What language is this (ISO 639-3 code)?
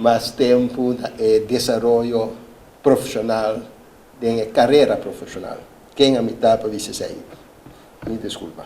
pap